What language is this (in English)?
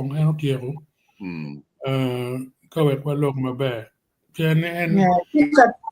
Acoli